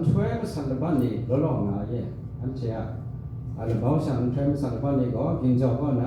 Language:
Kachin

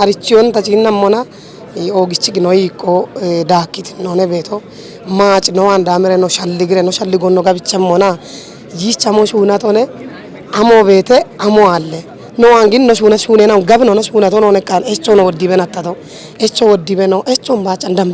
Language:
Kafa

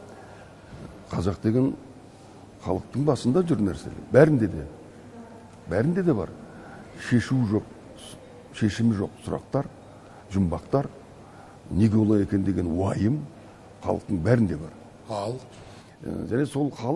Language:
Kazakh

